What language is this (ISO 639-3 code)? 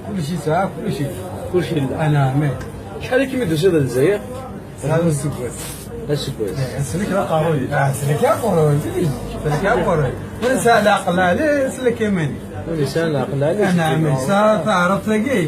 kab